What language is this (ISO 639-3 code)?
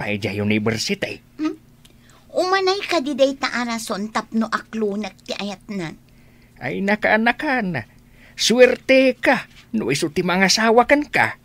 ilo